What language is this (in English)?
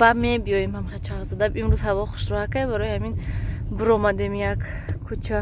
Tajik